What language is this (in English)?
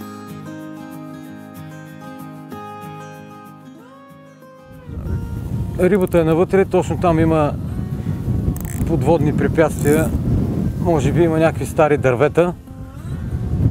Bulgarian